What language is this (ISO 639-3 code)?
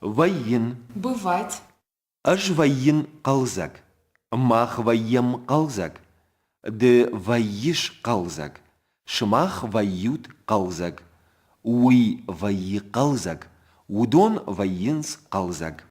oss